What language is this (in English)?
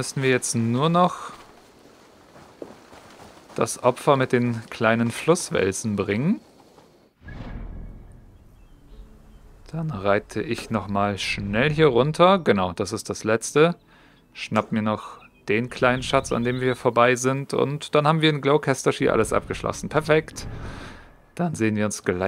German